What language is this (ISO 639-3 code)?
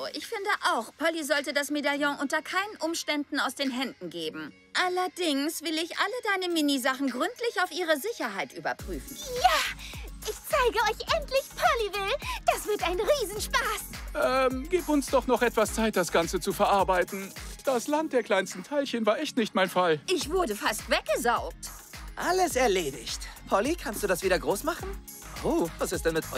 deu